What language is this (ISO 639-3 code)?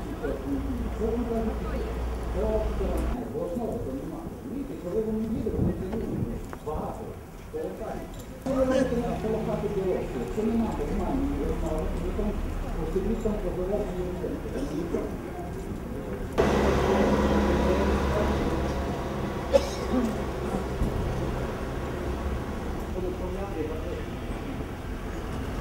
ukr